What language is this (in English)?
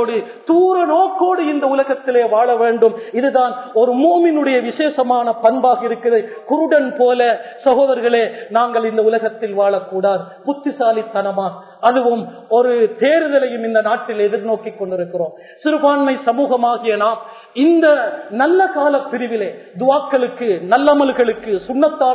Tamil